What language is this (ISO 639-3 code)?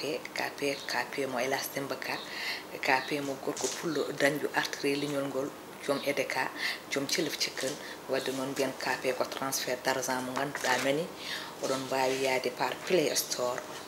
ful